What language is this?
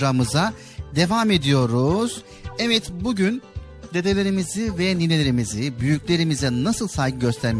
Turkish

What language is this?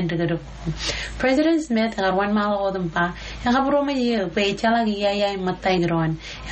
Marshallese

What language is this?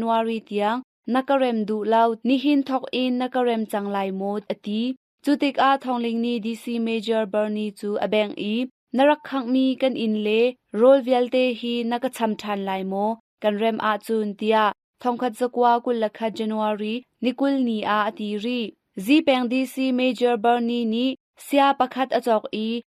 Hakha Chin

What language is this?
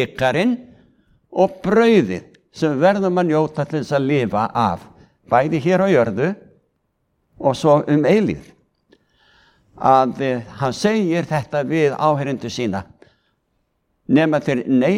Icelandic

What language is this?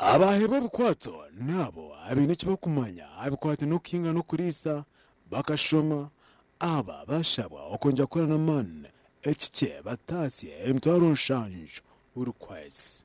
Nyankole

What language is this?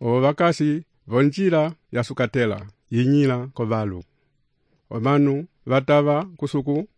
Umbundu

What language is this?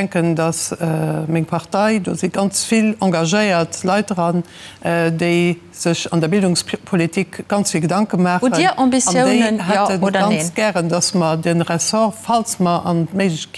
Luxembourgish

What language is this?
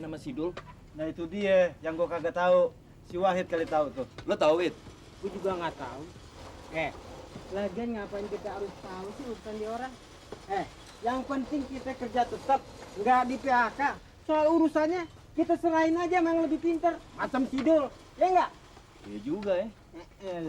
Betawi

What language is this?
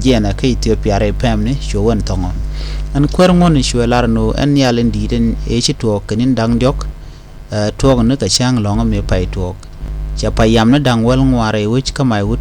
Nuer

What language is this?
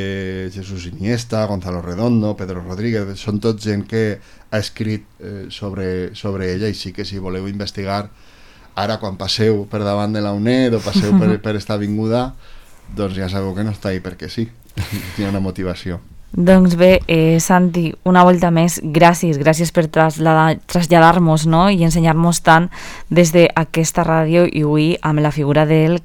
Catalan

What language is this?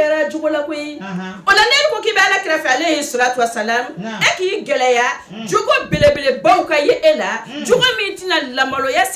Bambara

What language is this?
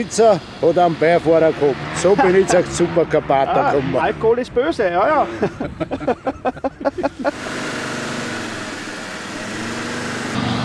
German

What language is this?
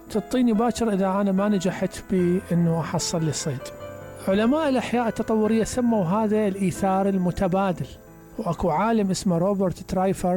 Mesopotamian Arabic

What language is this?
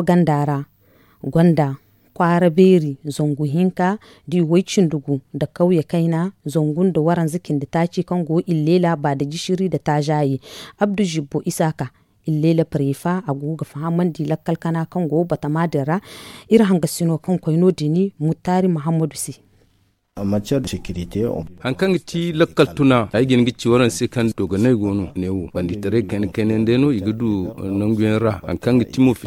Zarma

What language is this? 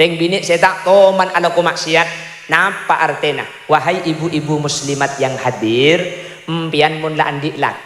Madurese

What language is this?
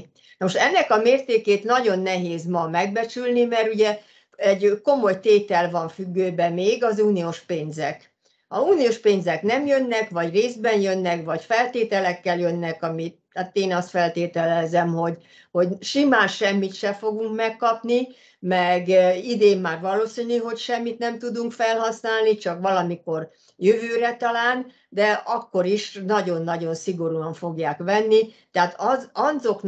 Hungarian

